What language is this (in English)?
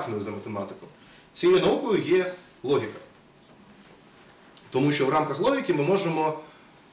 Ukrainian